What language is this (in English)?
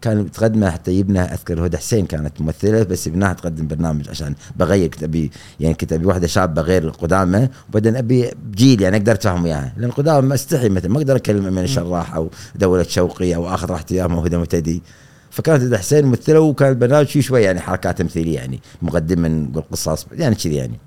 Gulf Arabic